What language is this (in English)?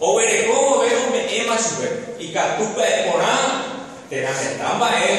Guarani